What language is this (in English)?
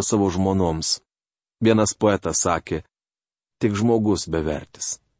Lithuanian